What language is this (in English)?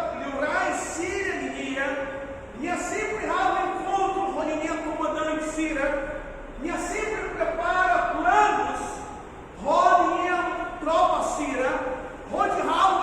Tetum